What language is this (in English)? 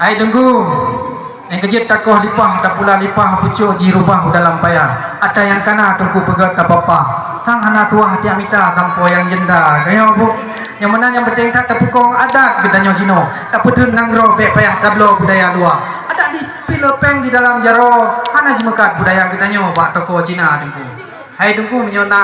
Achinese